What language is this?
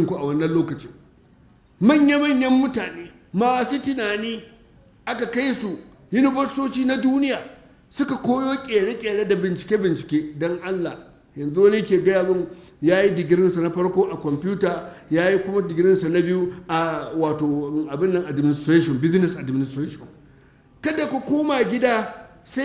Hausa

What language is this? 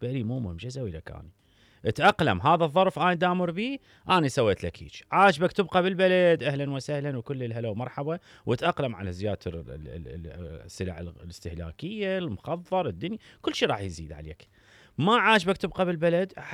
Mesopotamian Arabic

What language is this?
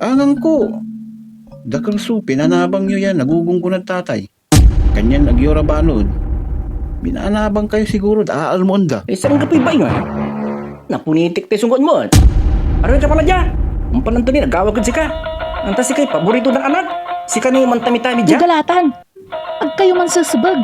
Pangasinan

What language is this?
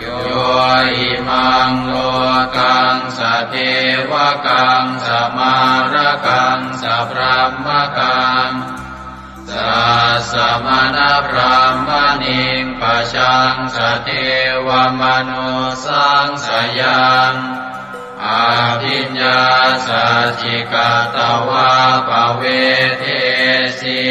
Pali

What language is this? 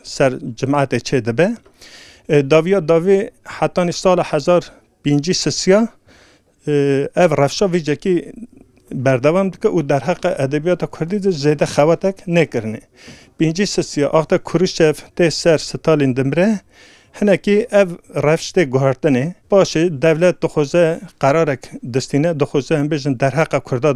Kurdish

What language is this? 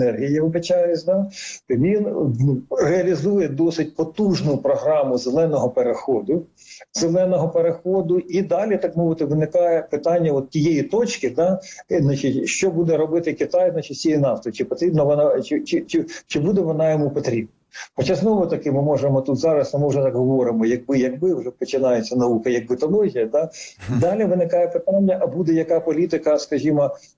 Ukrainian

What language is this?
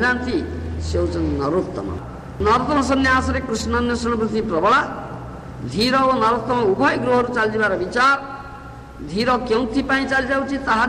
Odia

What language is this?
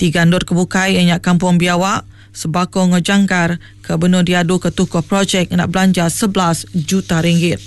Iban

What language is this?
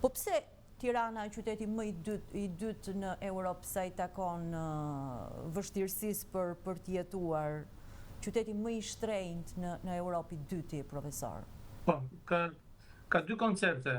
Albanian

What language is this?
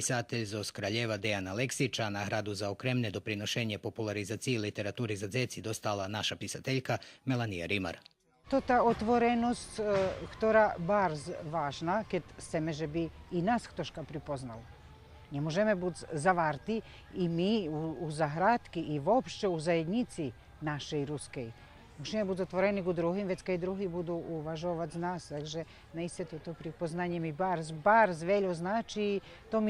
Rusyn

